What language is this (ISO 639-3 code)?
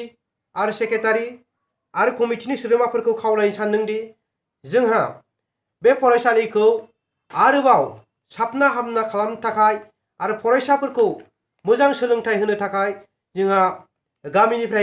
brx